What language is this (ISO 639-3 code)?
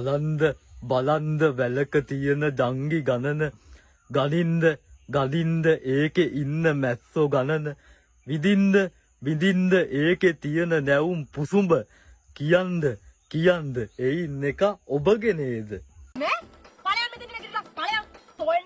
sin